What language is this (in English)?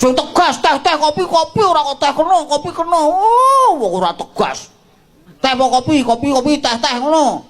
Javanese